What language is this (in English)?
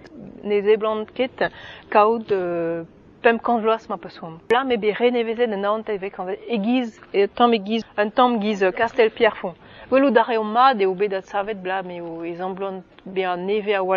Breton